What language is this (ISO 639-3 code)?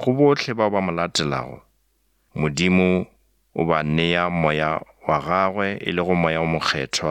nso